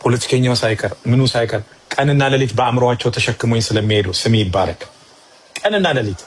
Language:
Amharic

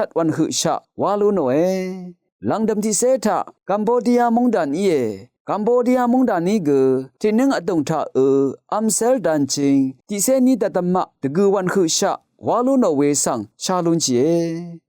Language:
Rawang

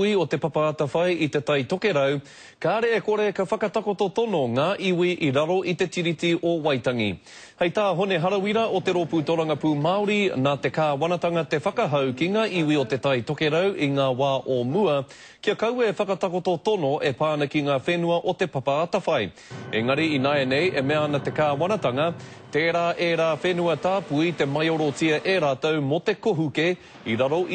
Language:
Māori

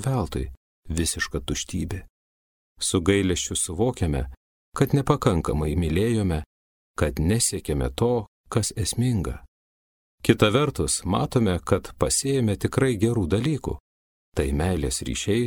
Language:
Lithuanian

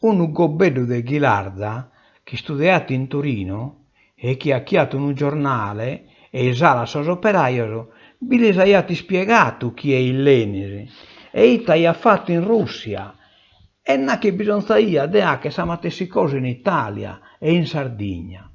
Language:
Sardinian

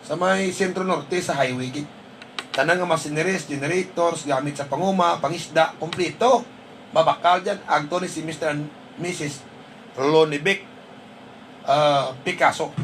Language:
Hiligaynon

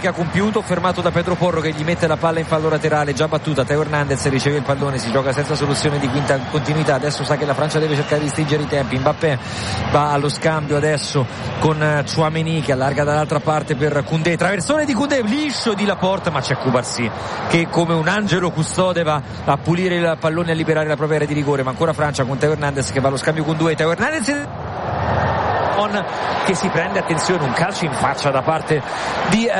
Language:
Italian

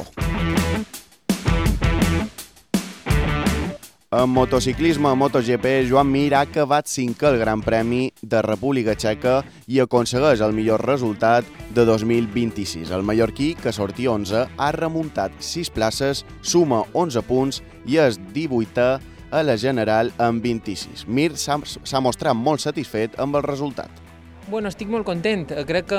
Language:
Catalan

